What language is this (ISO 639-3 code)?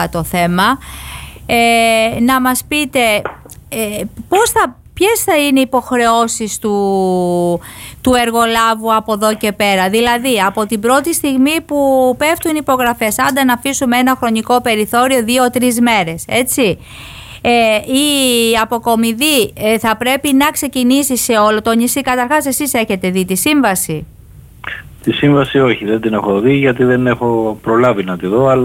ell